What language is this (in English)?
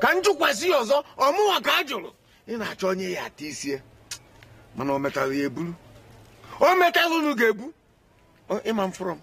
Igbo